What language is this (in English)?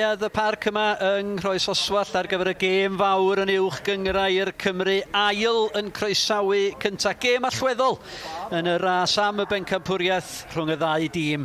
Welsh